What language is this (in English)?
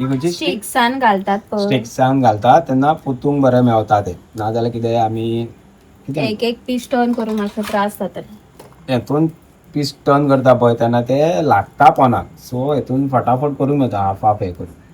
Konkani